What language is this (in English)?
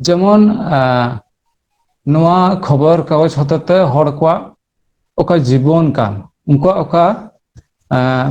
Santali